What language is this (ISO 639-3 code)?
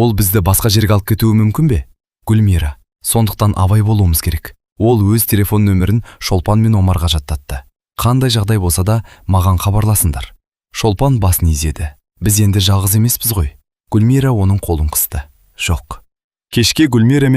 kaz